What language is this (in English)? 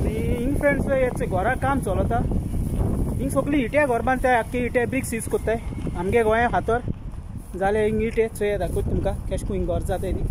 Konkani